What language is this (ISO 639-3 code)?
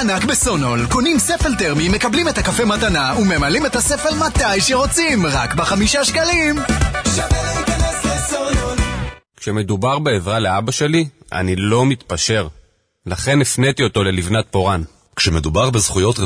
heb